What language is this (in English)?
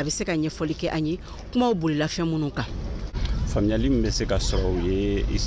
Bambara